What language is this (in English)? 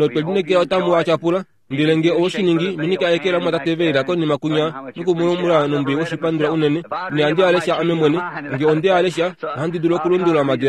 Kuanyama